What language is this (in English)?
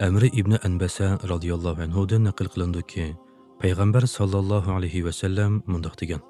Uyghur